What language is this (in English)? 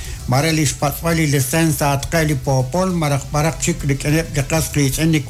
Kekchí